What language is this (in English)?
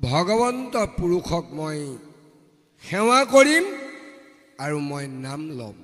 Assamese